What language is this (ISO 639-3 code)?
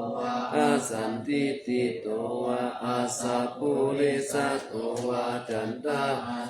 pli